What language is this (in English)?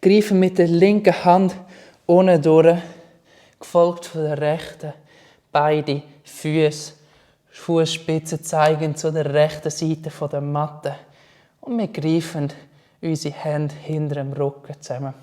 Swiss German